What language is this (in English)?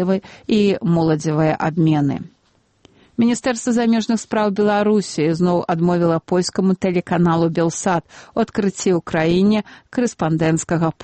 Belarusian